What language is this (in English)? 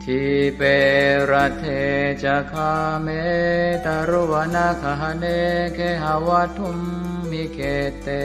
Pali